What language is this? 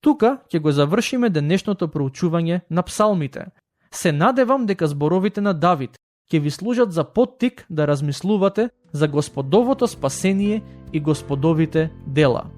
Macedonian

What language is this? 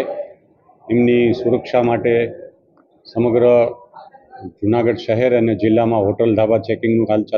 Gujarati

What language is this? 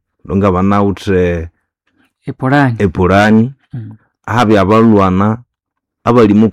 Nande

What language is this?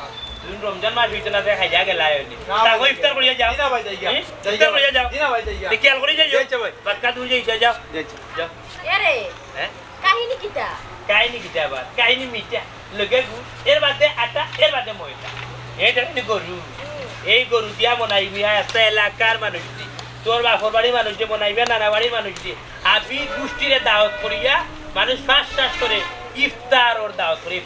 Sylheti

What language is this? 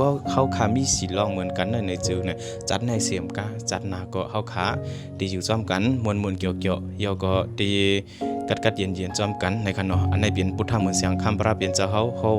Shan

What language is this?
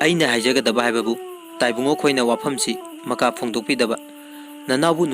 Manipuri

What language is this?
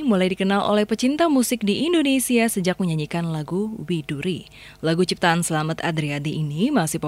Indonesian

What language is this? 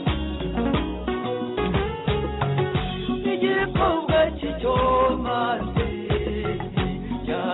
Kinyarwanda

